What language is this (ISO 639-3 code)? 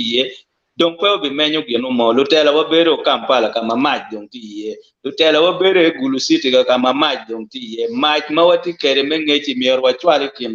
ach